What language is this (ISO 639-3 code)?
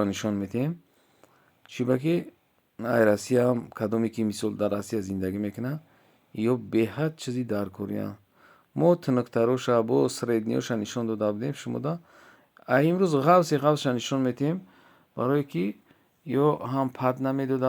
tgk